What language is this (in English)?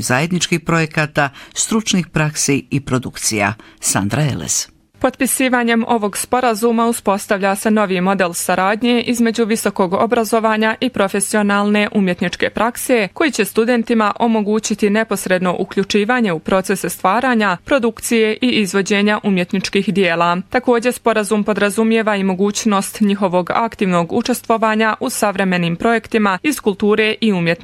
Bosnian